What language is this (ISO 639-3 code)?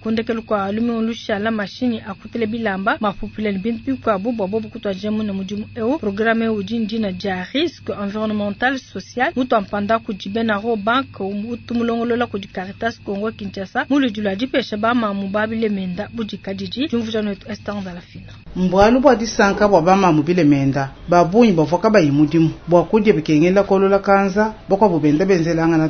lua